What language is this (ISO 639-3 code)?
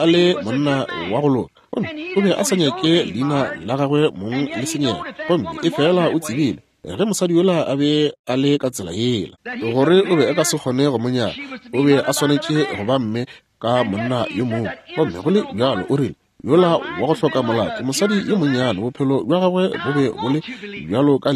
nso